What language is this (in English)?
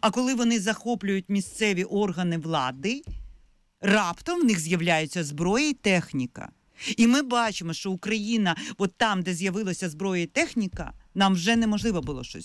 Ukrainian